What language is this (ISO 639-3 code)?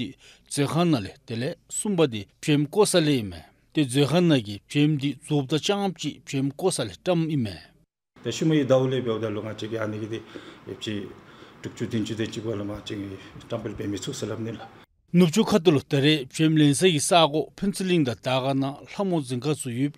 dzo